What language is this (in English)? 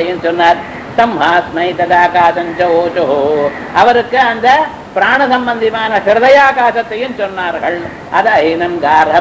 Tamil